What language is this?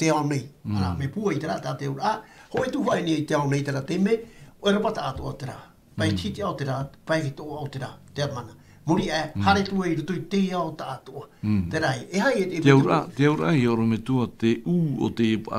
Tahitian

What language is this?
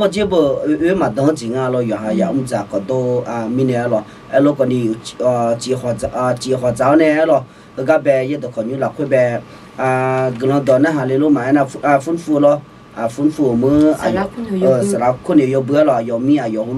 Akha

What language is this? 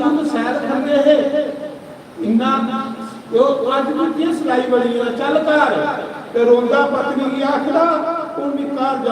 Dogri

